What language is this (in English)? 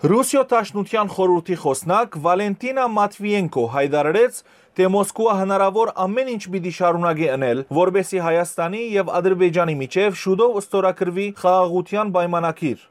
Western Armenian